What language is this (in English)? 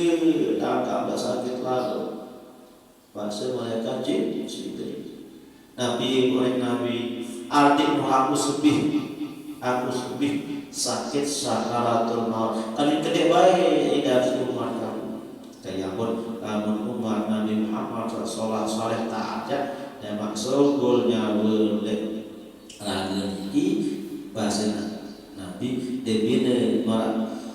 Sasak